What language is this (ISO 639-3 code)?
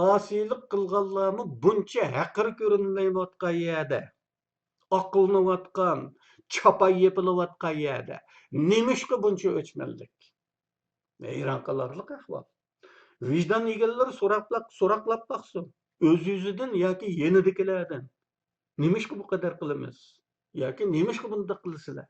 uig